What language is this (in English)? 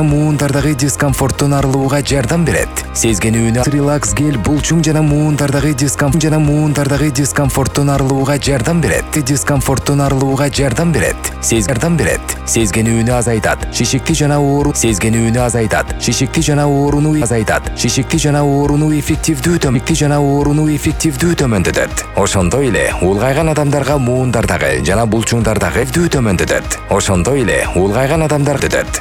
Kyrgyz